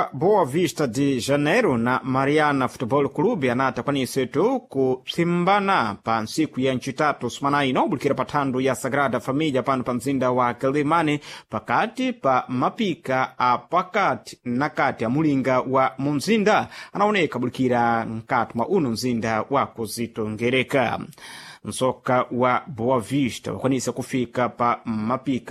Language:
Sena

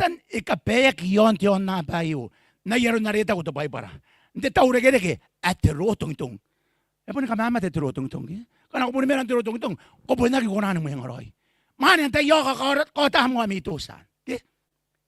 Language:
Gilbertese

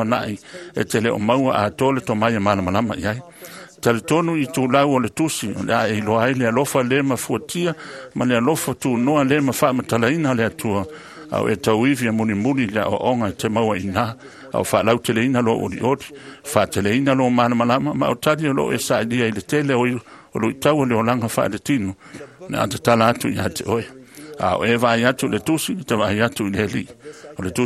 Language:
Samoan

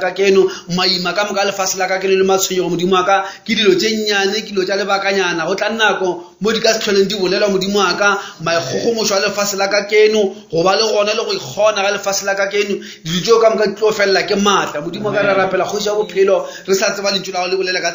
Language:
Northern Sotho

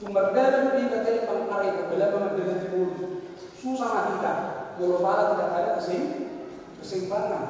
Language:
Batak Toba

